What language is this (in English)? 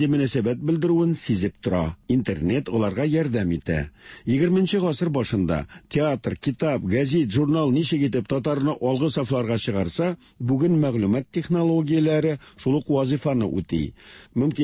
Tatar